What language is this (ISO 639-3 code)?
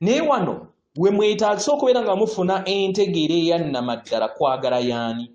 lug